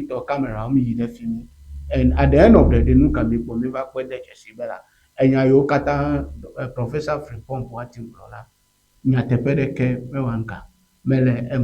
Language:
Ewe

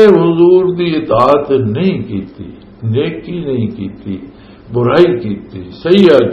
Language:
Western Panjabi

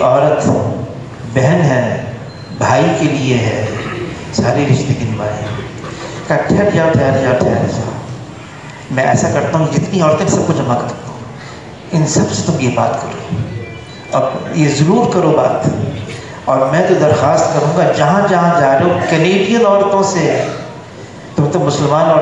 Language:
Urdu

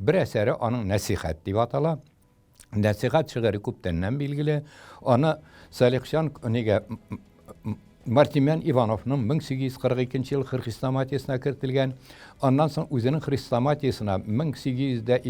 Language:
Tatar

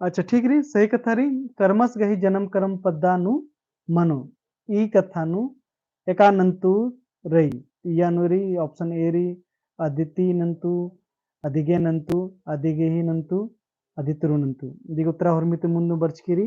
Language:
Kurukh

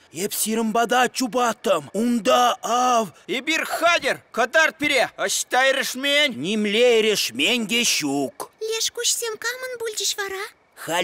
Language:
Chuvash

